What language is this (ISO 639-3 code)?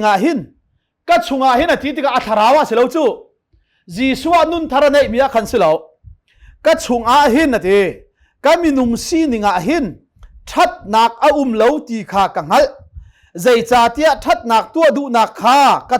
cnh